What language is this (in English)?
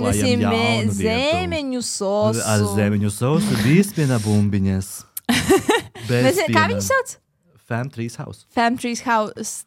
Latvian